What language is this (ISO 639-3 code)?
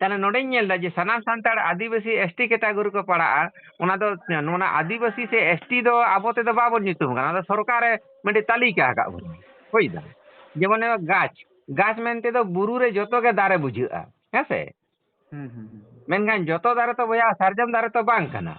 sat